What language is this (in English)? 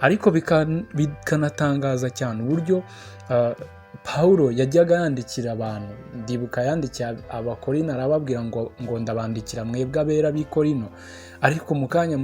Kinyarwanda